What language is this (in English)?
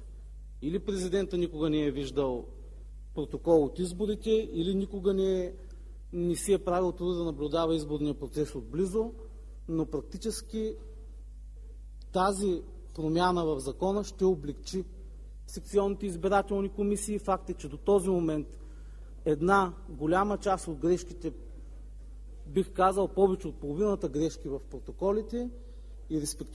Bulgarian